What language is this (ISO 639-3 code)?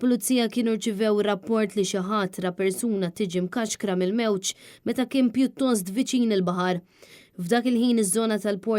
mlt